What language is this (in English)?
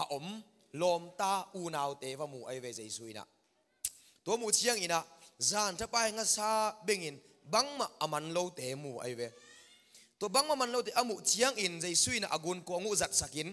Tedim Chin